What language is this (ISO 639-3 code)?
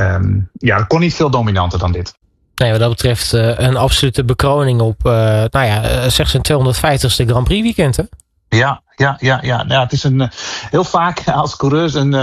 nld